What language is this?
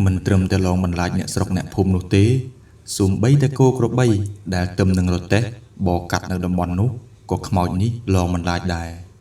Khmer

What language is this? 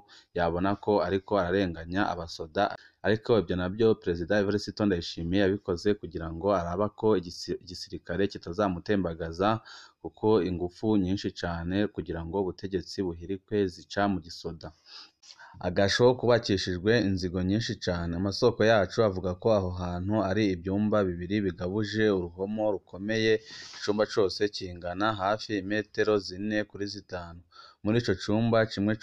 Rundi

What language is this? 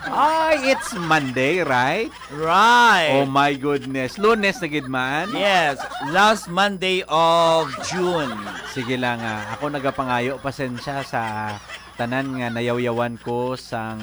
Hiligaynon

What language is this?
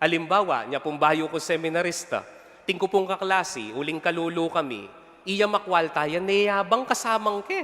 Pampanga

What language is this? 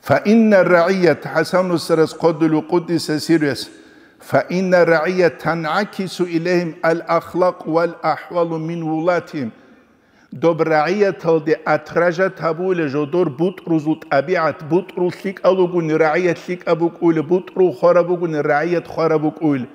Avaric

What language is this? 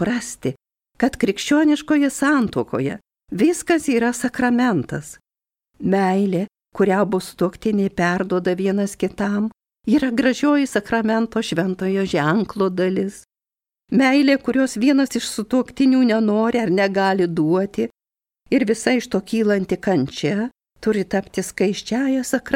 Lithuanian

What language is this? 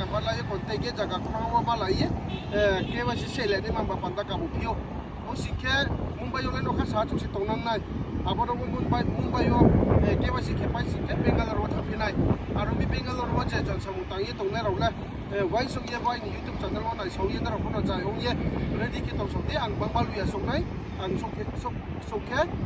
Riang (India)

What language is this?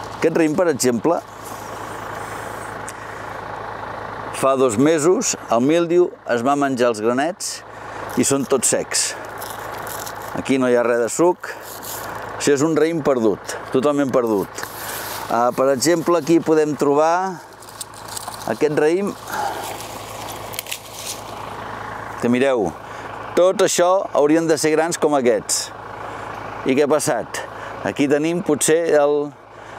Catalan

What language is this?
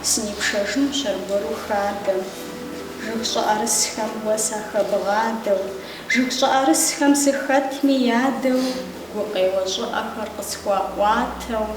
Kabardian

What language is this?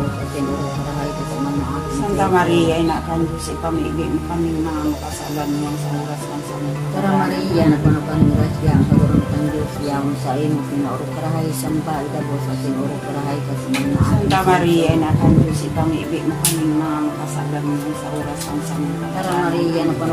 Bikol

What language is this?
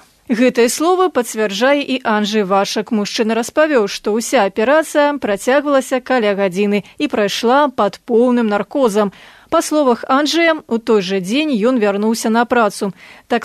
Belarusian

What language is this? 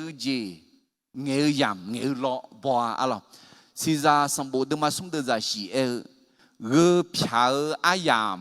Akha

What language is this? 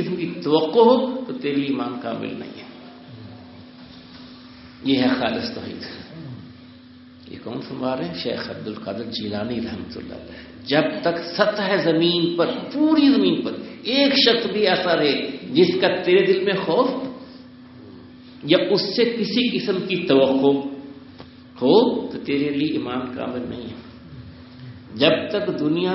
Urdu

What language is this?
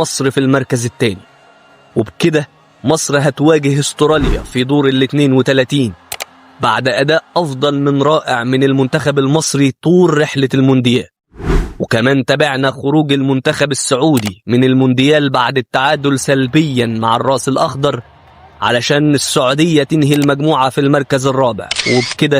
Egyptian Arabic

